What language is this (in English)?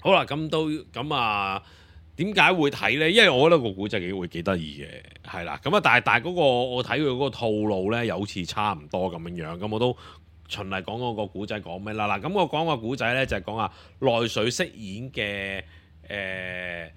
Cantonese